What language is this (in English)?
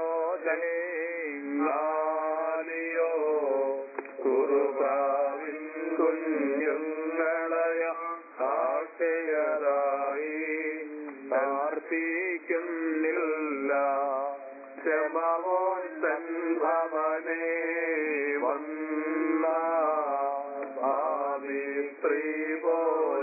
Malayalam